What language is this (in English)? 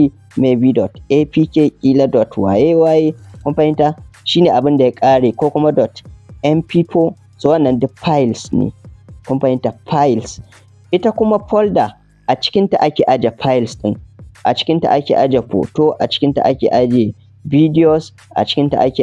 Hausa